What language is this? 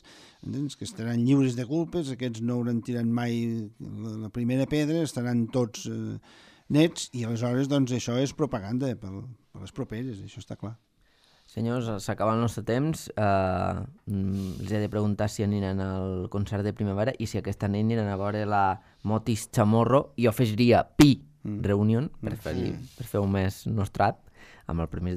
Catalan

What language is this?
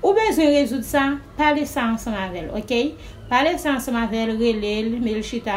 Haitian Creole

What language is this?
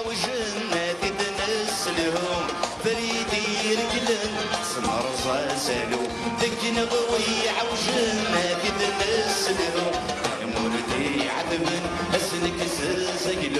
Kabyle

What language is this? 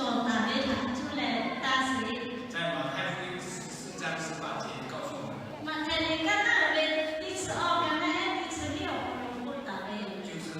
Lahu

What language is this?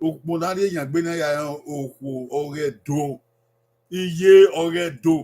Bini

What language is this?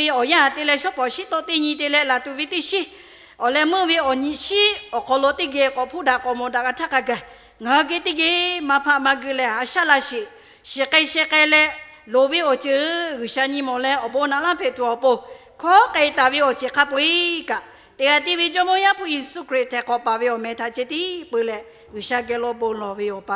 Lahu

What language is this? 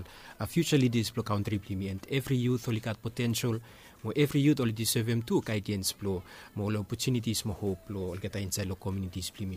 Bislama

